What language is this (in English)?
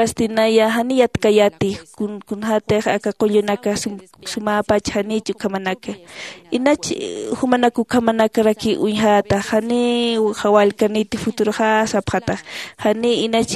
Aymara